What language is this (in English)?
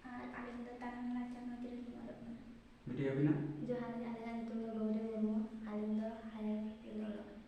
Santali